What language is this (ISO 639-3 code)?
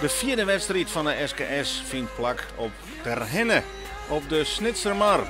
fry